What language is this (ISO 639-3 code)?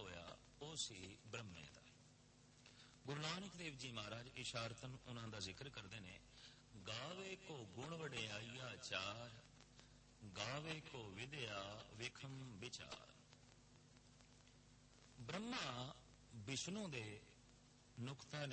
pan